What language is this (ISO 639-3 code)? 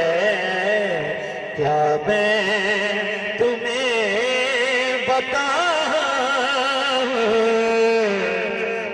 urd